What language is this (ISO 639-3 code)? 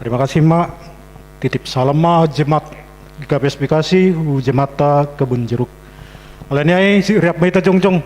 bts